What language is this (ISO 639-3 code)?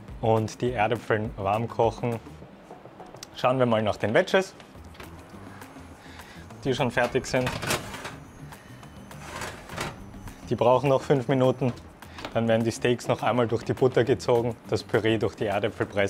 deu